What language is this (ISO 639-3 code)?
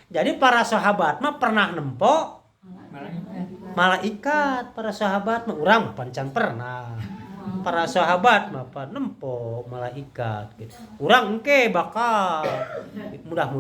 sun